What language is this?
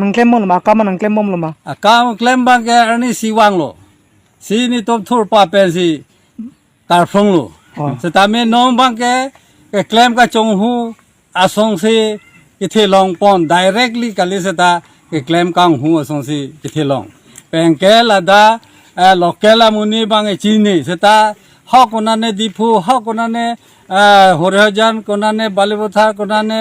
Karbi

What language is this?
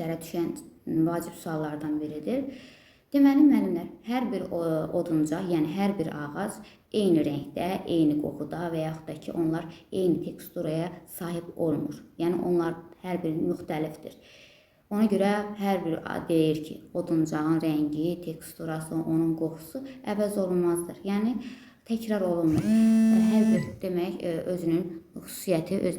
Azerbaijani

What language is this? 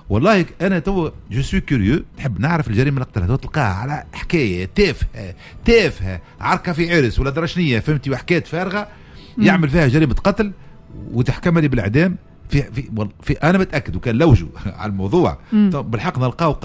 Tunisian Arabic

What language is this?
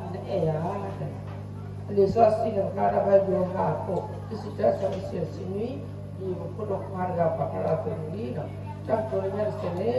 S'gaw Karen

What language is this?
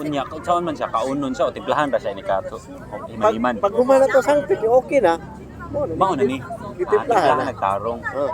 Cebuano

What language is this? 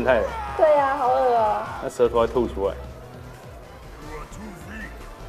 Chinese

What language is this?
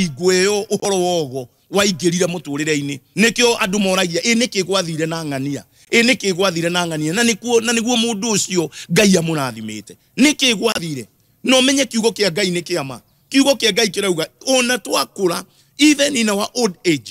Kikuyu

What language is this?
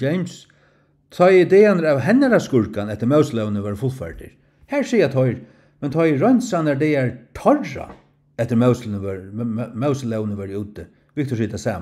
Faroese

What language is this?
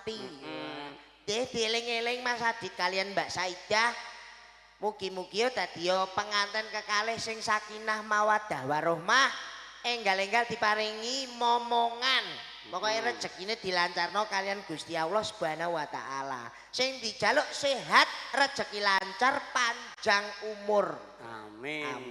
Javanese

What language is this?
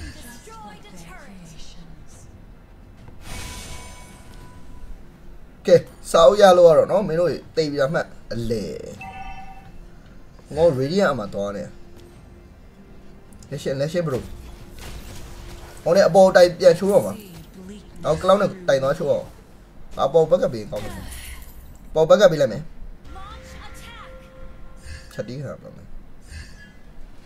Burmese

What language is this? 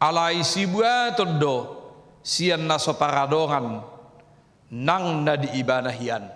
Batak Toba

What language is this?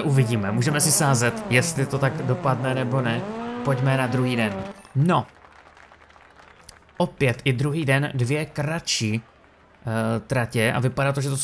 Czech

